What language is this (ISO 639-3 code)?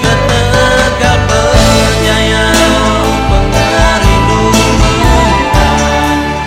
iba